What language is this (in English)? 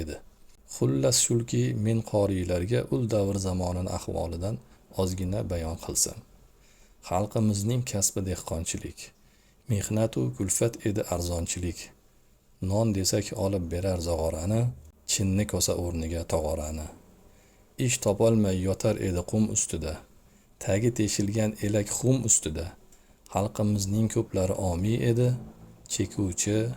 Uzbek